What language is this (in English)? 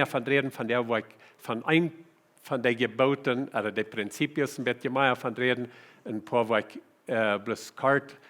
Plautdietsch